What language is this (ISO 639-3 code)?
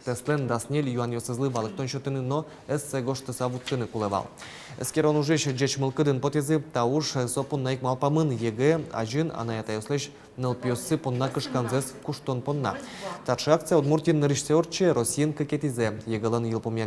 udm